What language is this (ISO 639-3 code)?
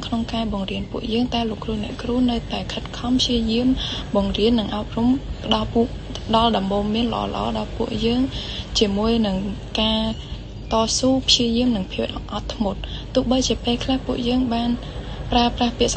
khm